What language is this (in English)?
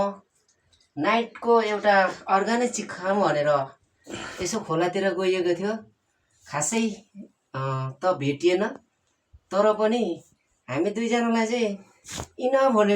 Nepali